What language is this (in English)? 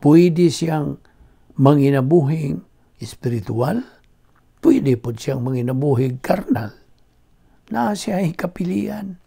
Cebuano